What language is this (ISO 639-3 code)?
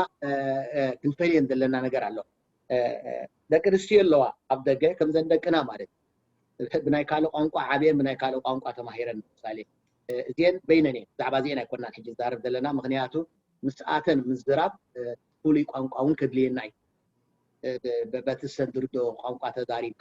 tir